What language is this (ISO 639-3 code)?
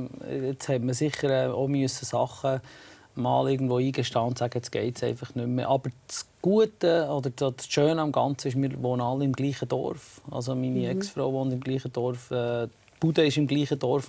gsw